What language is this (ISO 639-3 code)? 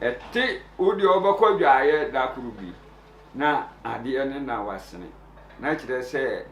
aka